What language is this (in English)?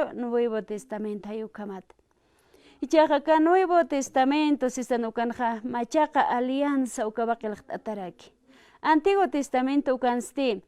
Aymara